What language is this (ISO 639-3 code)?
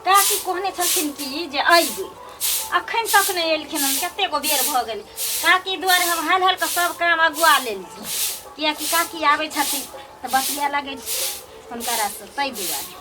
mai